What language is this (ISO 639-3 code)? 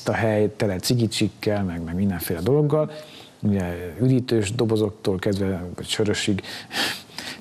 hun